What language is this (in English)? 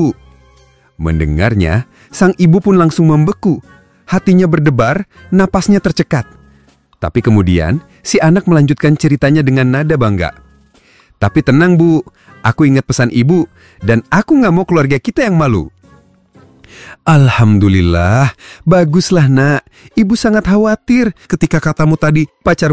Indonesian